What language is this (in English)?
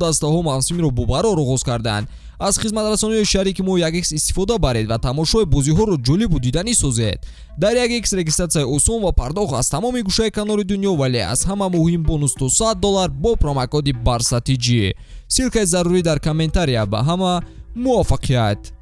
Tajik